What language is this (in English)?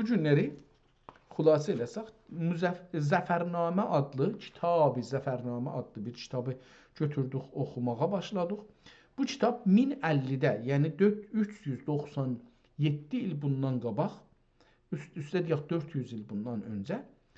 South Azerbaijani